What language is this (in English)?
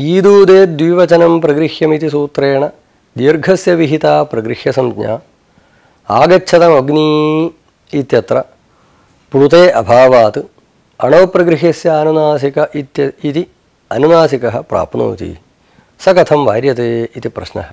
Sanskrit